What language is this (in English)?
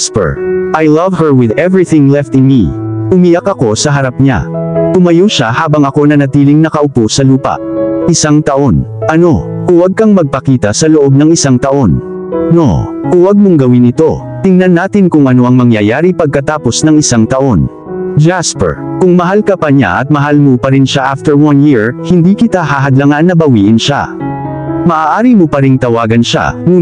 Filipino